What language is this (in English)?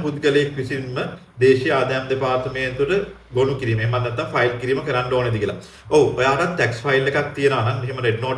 Sinhala